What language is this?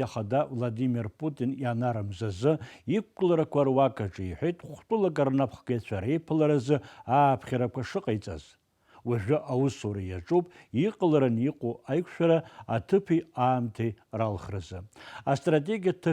Abkhazian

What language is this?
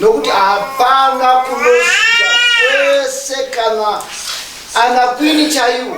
Shona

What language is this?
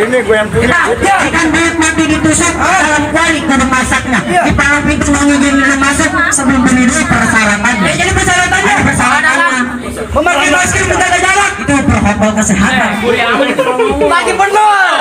Betawi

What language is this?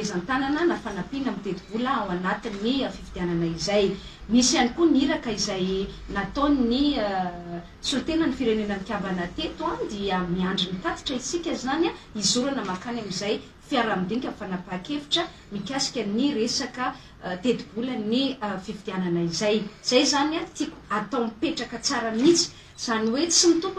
Malagasy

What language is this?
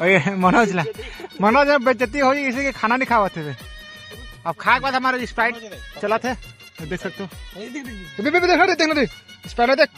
Chhattisgarhi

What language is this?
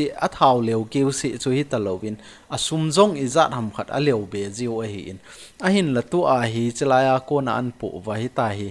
Thado Chin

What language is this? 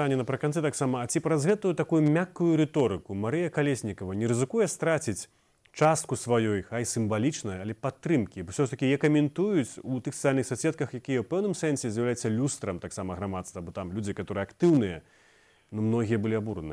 Belarusian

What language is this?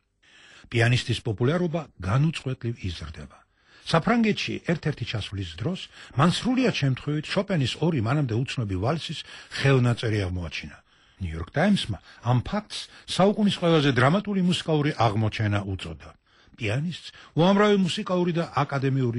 Georgian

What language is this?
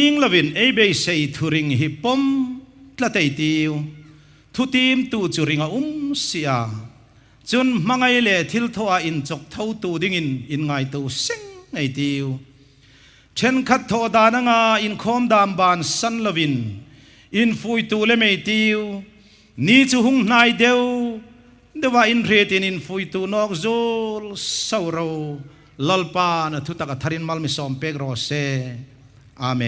Hmar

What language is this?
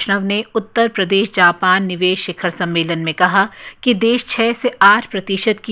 Hindi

